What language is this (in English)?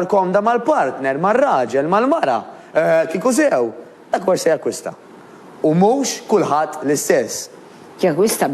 Maltese